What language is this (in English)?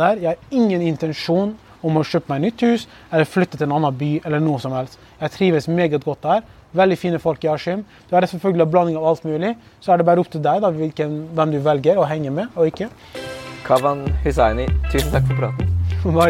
Norwegian